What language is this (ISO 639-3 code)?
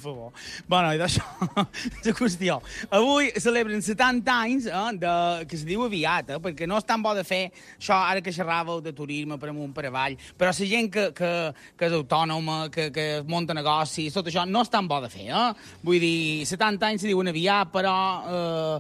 cat